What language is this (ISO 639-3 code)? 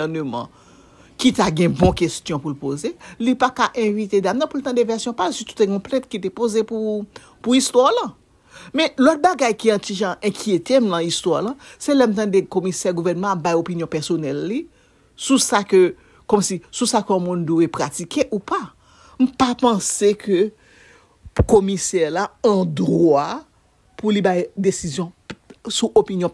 hat